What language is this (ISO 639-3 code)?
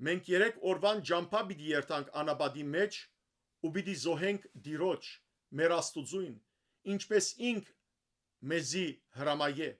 hyw